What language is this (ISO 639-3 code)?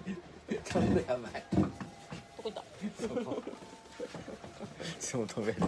jpn